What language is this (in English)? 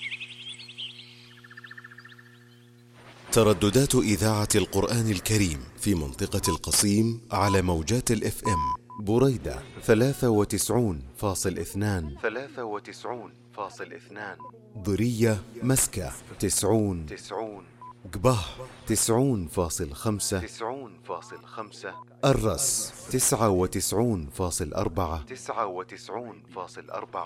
Arabic